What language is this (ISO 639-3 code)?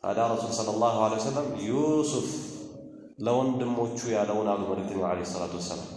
amh